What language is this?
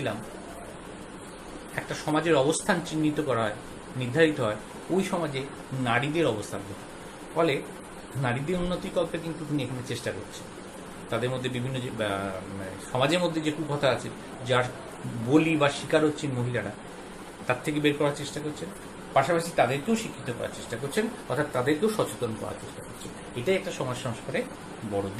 Bangla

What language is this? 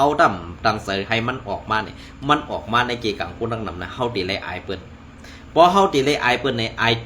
Shan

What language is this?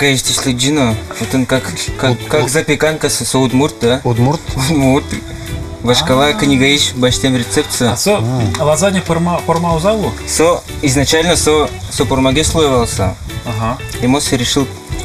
Udmurt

